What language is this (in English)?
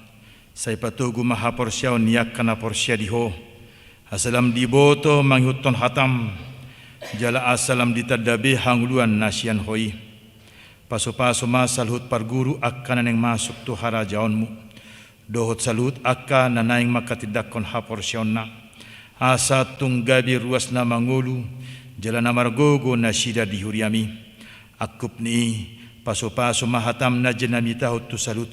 Batak Toba